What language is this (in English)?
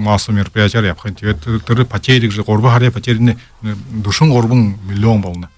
Buriat